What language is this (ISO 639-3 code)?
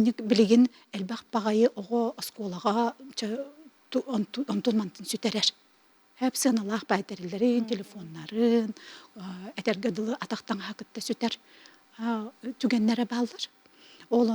sah